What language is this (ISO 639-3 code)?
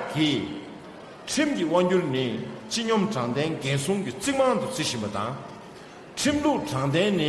bod